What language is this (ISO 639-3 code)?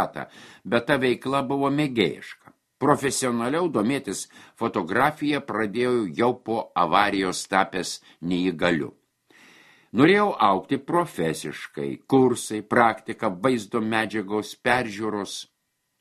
lit